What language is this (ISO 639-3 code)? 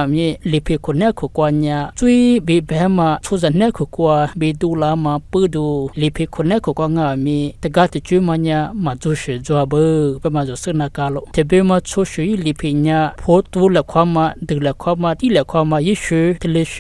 lis